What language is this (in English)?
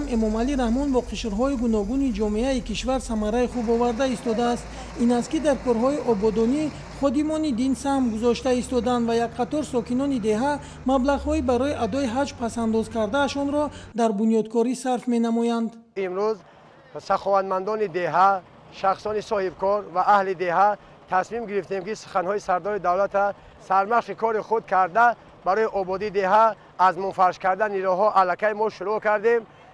Tajik